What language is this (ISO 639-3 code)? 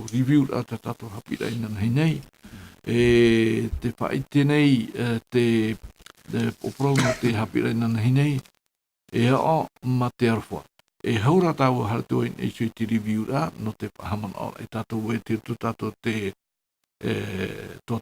tah